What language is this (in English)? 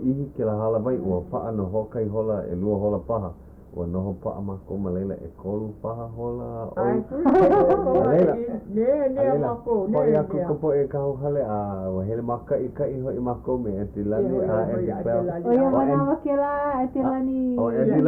Hawaiian